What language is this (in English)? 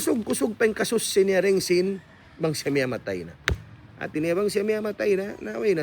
Tausug